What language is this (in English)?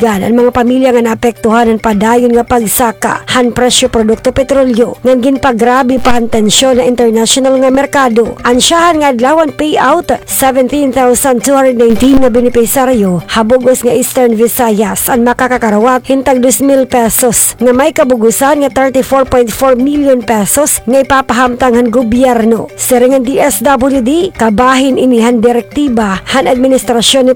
Waray